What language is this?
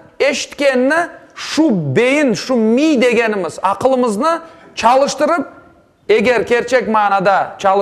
Crimean Tatar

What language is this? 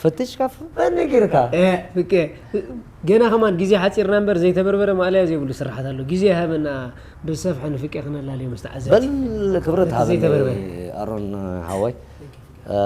Tigrinya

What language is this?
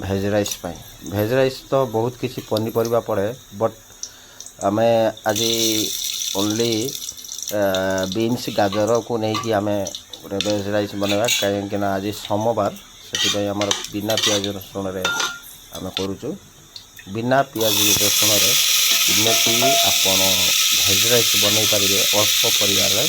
Odia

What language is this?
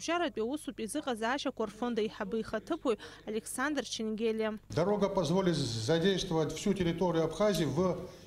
Abkhazian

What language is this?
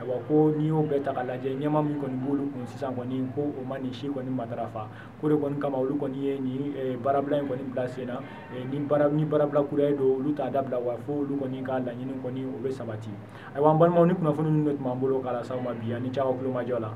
Bambara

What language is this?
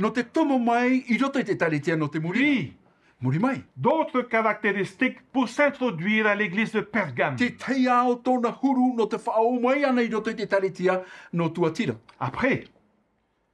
Tahitian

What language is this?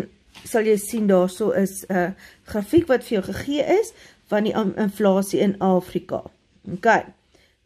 Afrikaans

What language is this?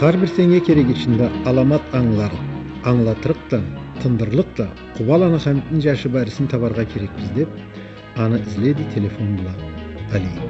Karachay-Balkar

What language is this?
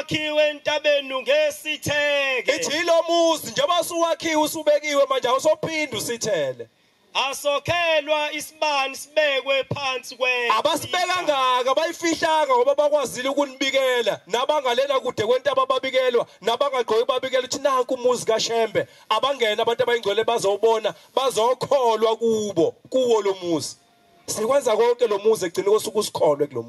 Zulu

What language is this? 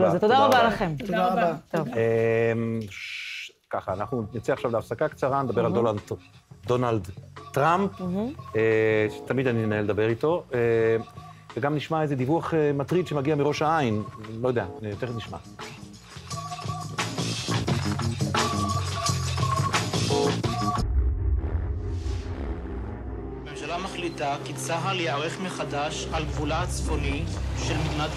Hebrew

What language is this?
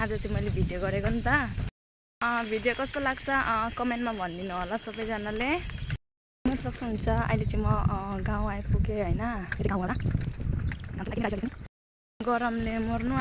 Nepali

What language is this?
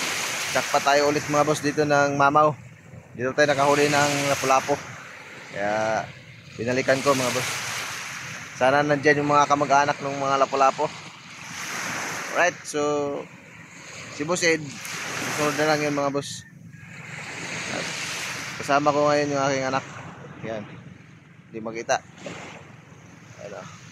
Filipino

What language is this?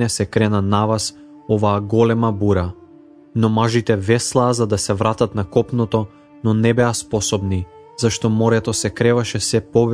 Macedonian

